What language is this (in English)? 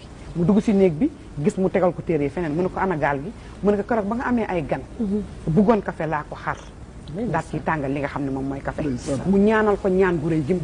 Wolof